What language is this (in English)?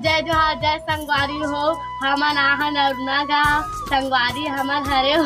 Chhattisgarhi